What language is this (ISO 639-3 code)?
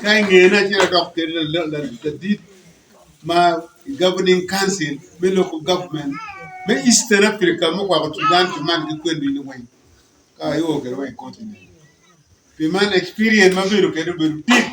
ach